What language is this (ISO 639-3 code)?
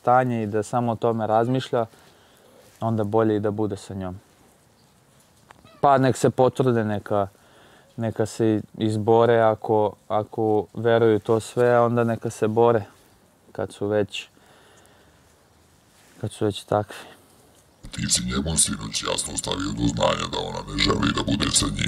srp